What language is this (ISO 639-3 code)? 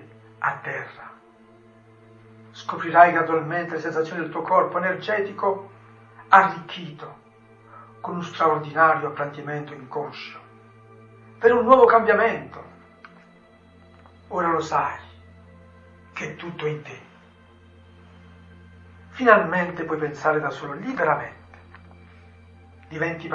ita